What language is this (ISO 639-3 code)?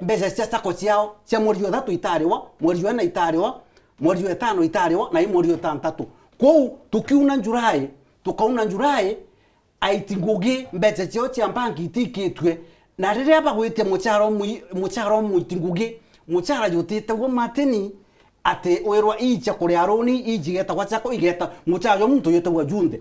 mer